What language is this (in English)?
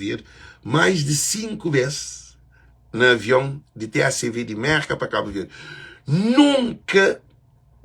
Kabuverdianu